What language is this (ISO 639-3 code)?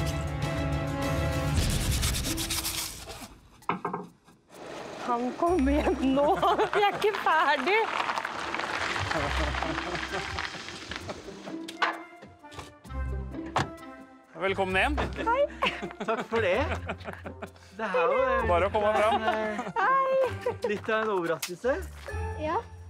nor